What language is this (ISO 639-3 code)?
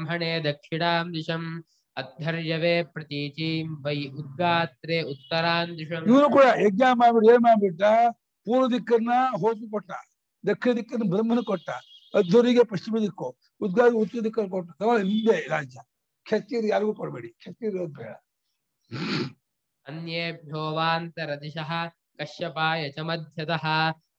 kan